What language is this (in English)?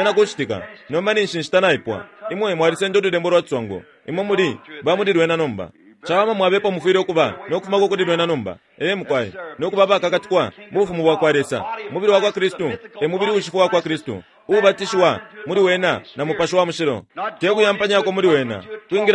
Bemba